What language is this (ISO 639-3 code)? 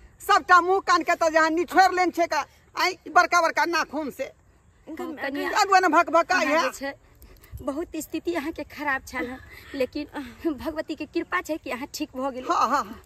mai